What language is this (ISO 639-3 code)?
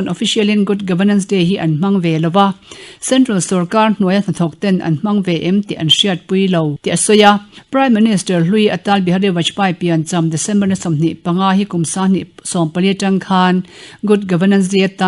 lus